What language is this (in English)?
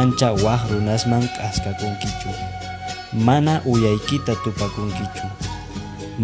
Quechua